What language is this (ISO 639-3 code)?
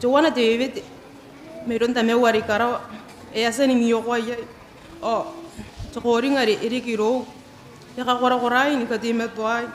gil